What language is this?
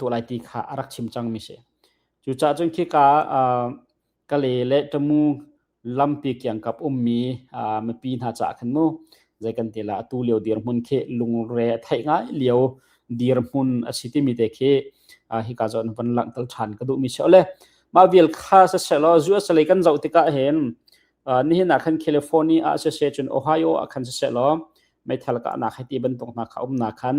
Hakha Chin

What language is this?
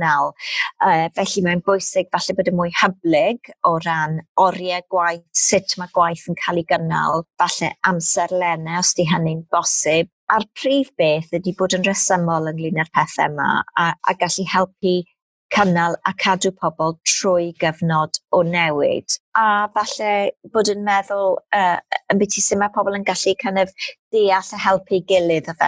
Welsh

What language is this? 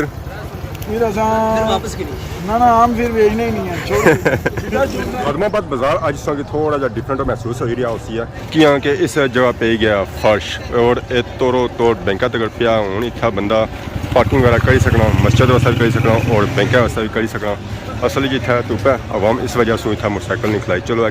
Pahari-Potwari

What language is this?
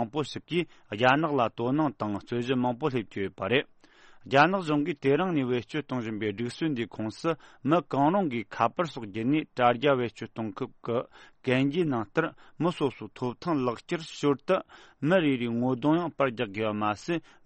Tibetan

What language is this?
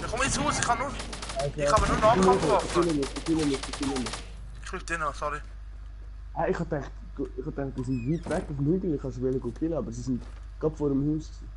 Swiss German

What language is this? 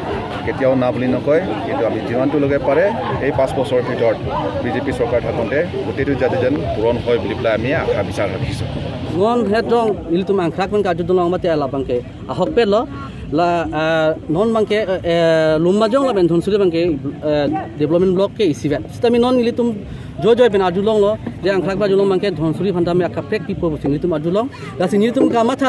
Karbi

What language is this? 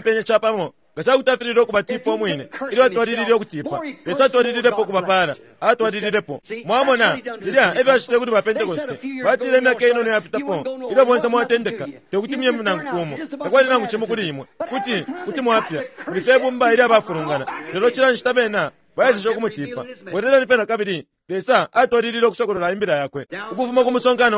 Bemba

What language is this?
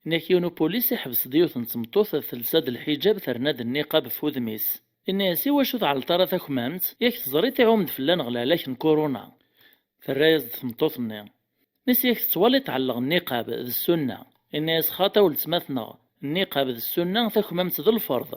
Kabyle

